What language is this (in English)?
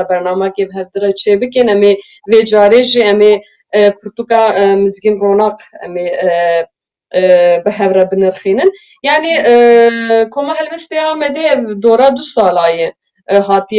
Kurdish